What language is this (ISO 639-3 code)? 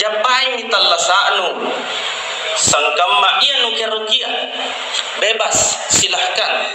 mak